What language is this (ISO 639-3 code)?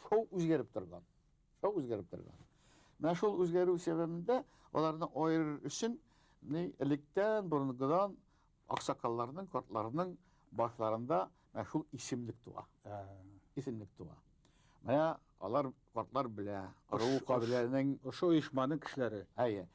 bak